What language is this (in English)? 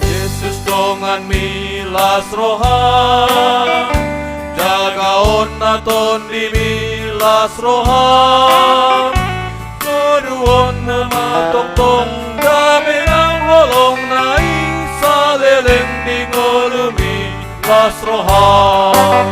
Batak Toba